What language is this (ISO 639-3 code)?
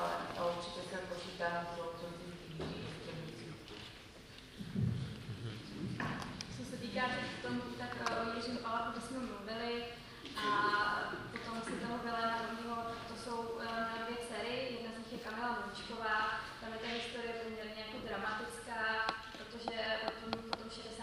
ces